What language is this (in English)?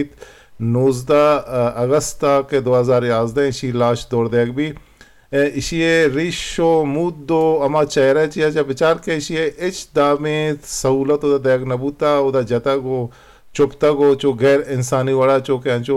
Eastern Balochi